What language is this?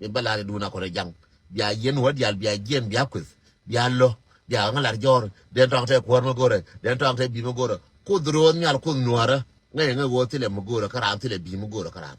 Nuer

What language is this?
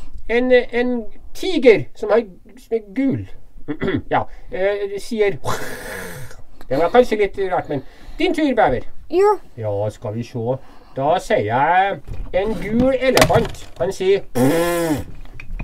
Norwegian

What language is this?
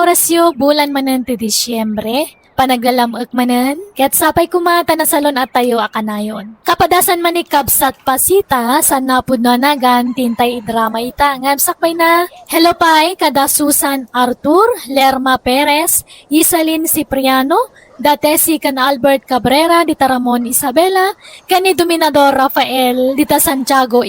Iloko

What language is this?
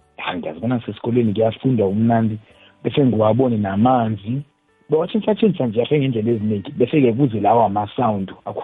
South Ndebele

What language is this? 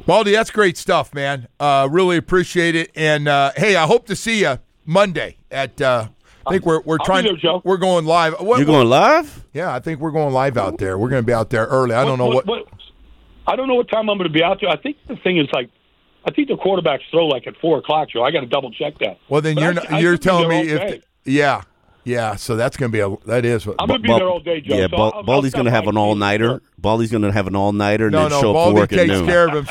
English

